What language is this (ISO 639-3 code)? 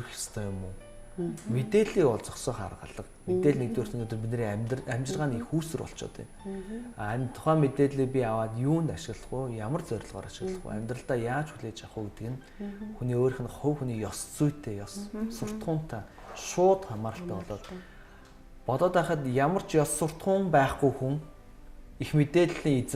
mon